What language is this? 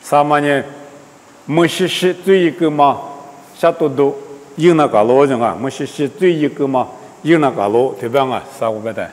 Lisu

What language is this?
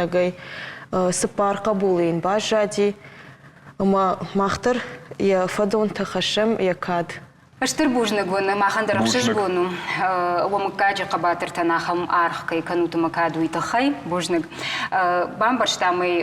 Ossetic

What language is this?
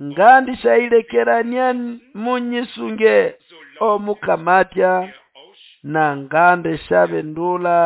Nande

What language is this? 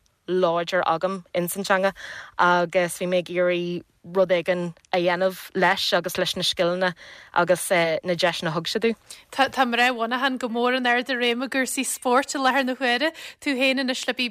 Irish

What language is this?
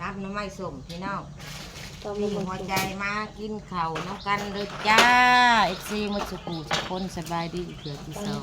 Northeastern Thai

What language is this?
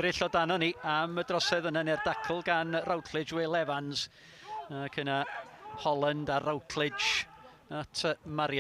Welsh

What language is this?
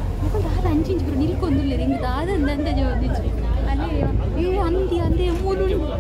Tulu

